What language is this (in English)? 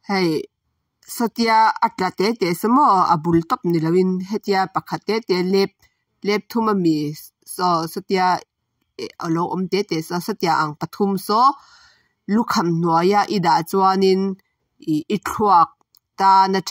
Mizo